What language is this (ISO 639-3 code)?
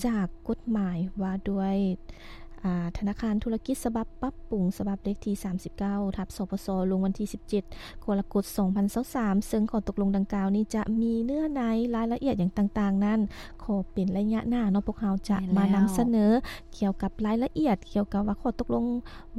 lao